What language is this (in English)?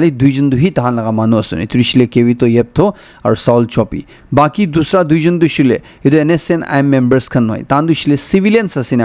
Naga Pidgin